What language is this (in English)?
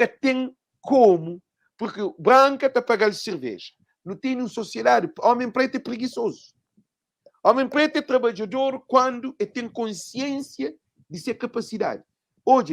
Kabuverdianu